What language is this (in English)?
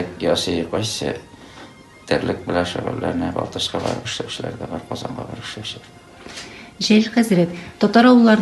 Tatar